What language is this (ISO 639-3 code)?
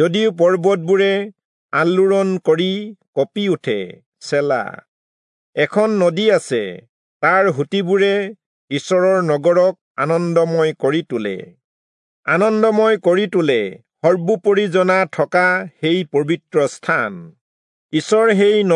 asm